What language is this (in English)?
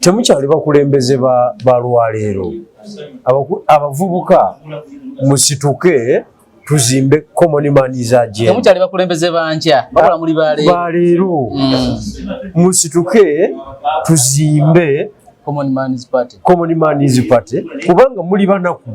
Ganda